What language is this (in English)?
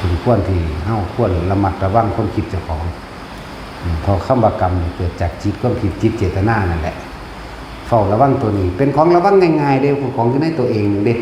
Northeastern Thai